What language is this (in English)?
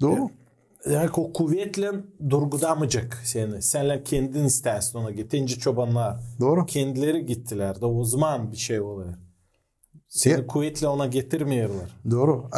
Gagauz